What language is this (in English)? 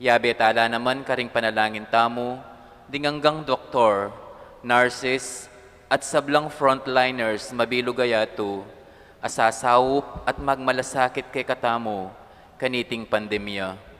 Pampanga